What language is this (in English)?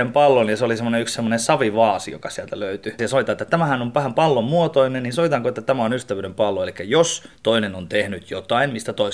Finnish